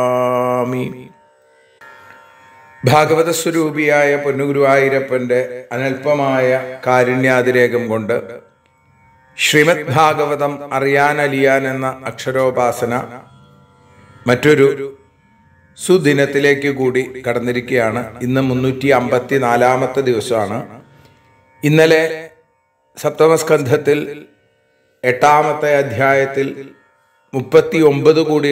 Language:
Malayalam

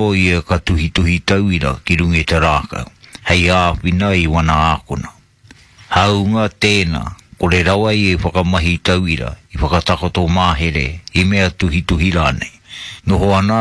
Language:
Māori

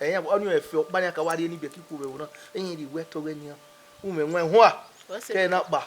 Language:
Bini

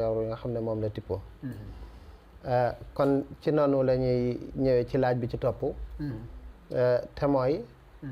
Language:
Wolof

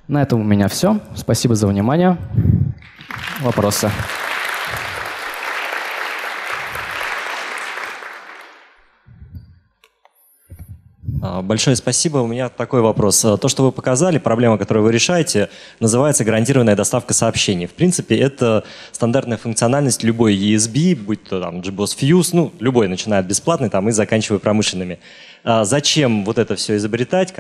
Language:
Russian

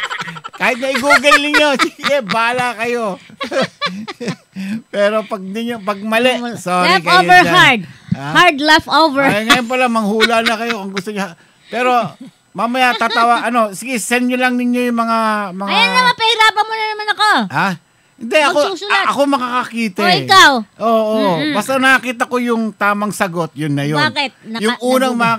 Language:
Filipino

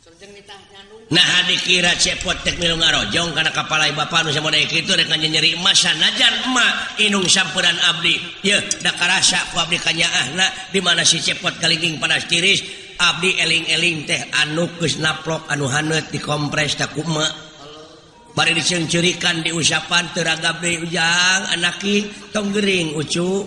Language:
Sundanese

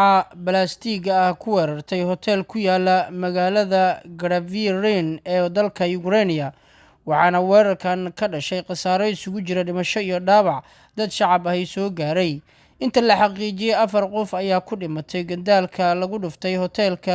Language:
Somali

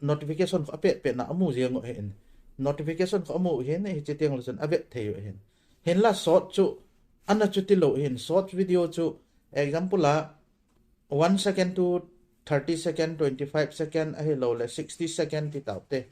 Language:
Thado Chin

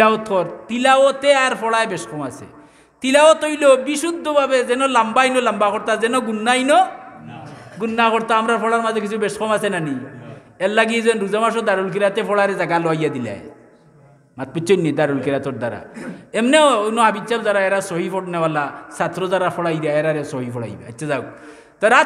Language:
Sylheti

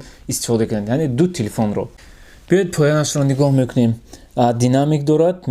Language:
Tajik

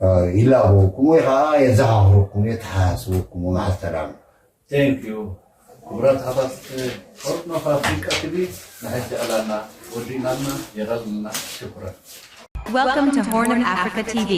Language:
Tigrinya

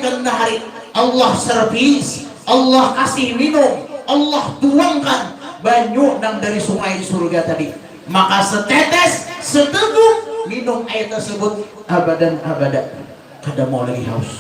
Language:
Banjar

